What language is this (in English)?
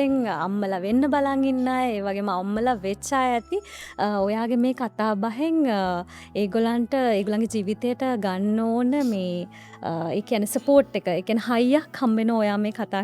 Sinhala